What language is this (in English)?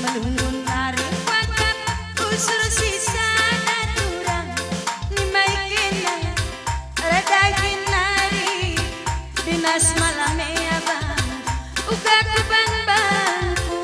Batak Karo